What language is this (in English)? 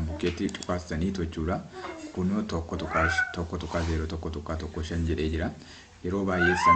Oromo